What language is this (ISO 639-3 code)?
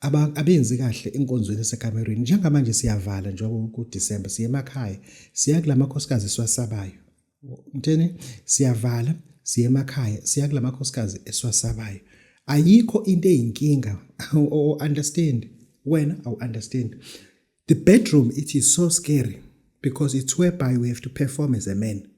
zul